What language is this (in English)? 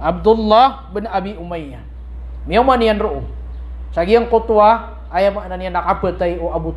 Maranao